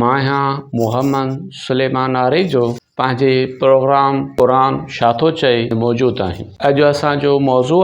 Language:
Sindhi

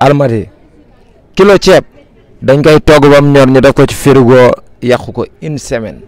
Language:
Wolof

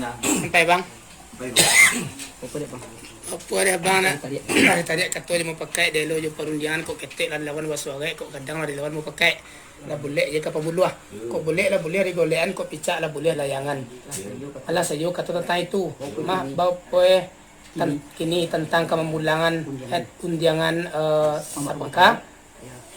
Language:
Minangkabau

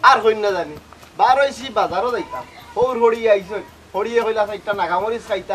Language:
Sylheti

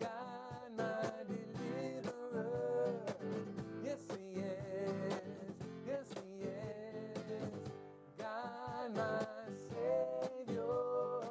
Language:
Ewe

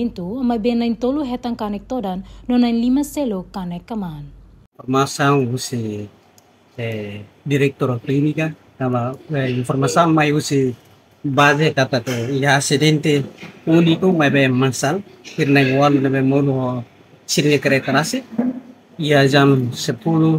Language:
Tetum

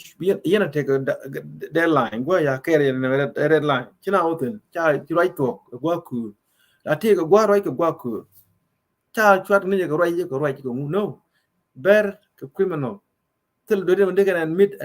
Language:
Nuer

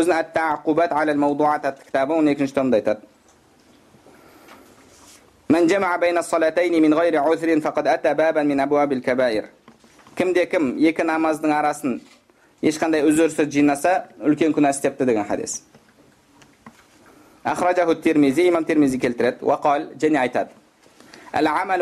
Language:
Kazakh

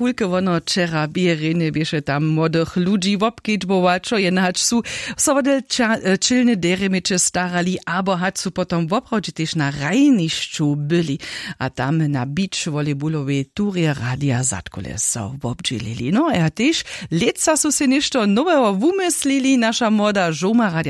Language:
Upper Sorbian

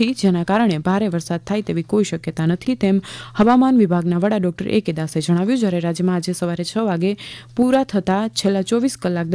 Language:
Gujarati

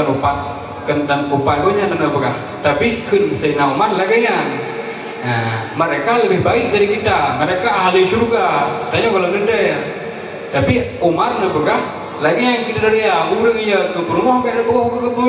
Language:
Achinese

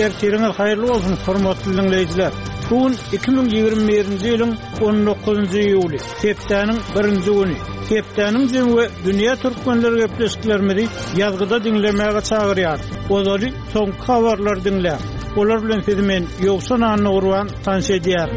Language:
Turkmen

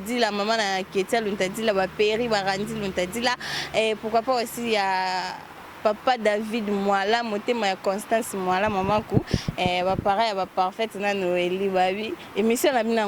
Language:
Lingala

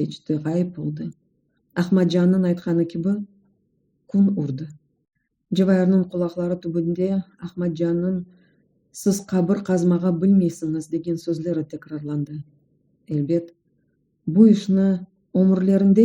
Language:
Crimean Tatar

